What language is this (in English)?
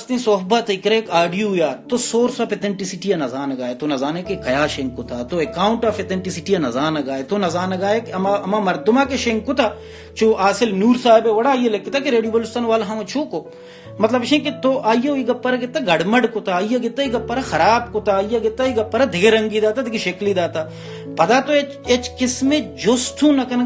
Baluchi